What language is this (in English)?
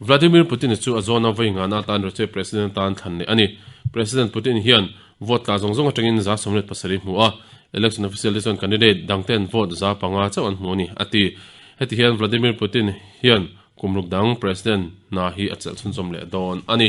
Mizo